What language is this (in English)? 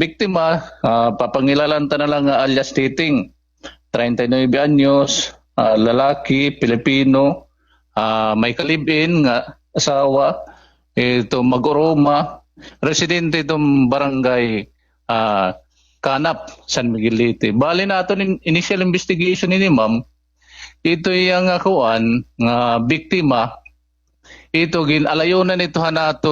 Waray